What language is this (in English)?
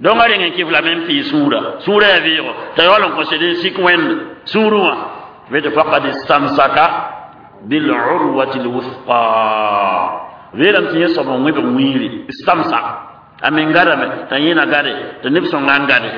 Mossi